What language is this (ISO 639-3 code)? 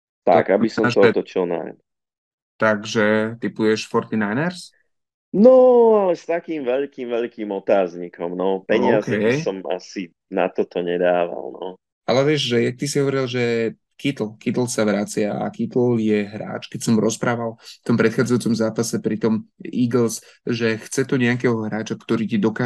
slk